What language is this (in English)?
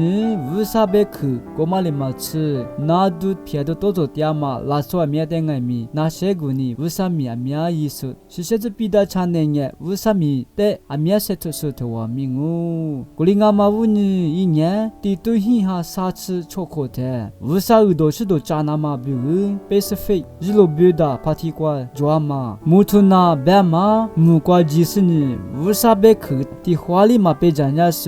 Lisu